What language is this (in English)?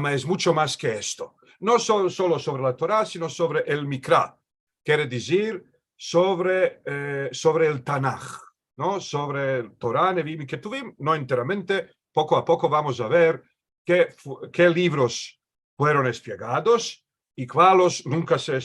Ladino